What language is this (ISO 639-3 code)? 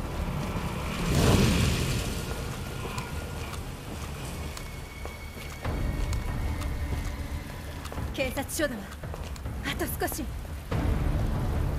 jpn